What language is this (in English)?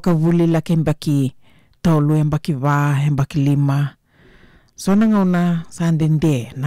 Fijian